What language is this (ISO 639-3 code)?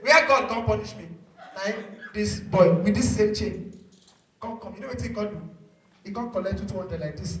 pcm